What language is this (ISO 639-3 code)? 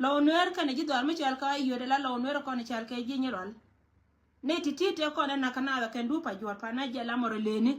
nus